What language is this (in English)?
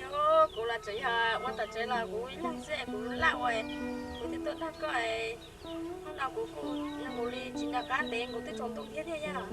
Hmong